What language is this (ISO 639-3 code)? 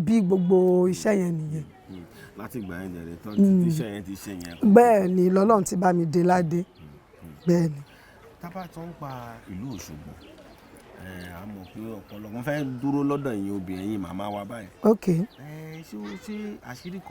yor